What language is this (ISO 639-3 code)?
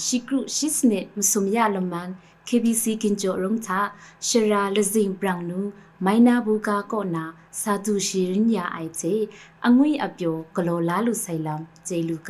kac